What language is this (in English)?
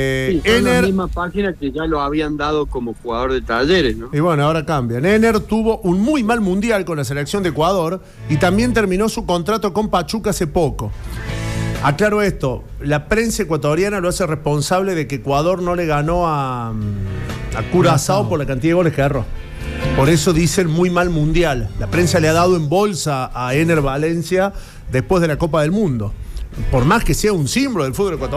Spanish